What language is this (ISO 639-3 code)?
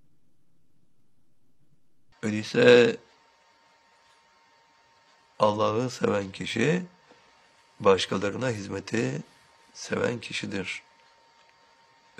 tur